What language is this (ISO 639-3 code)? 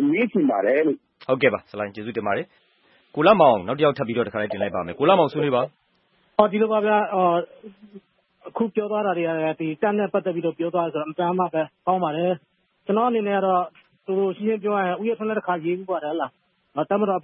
mya